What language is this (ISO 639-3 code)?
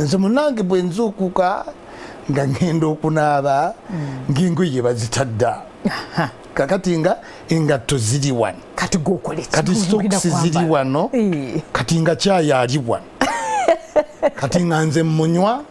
lug